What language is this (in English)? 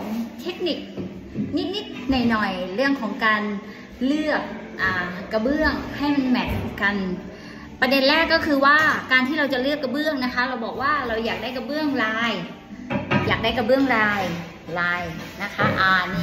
Thai